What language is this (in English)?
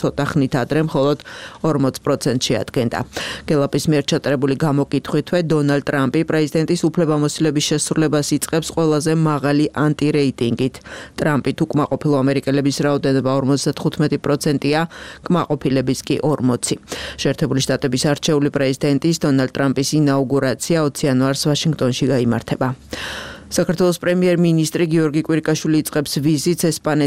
Georgian